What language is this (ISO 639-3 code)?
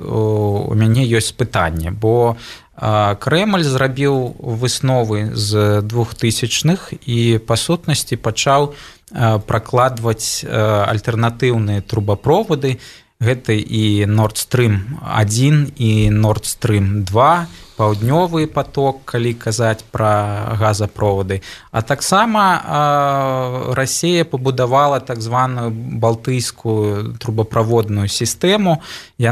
bel